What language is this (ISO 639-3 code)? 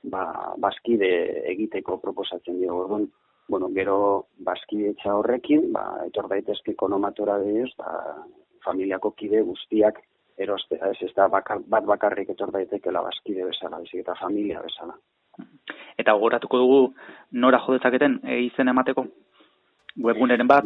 eus